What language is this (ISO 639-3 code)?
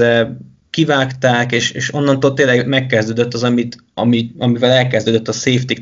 hun